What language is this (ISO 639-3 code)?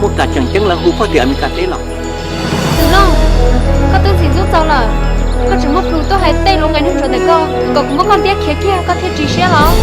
hmn